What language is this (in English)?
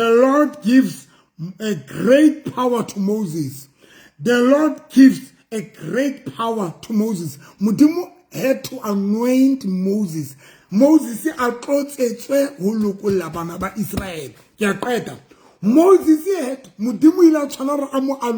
Southern Sotho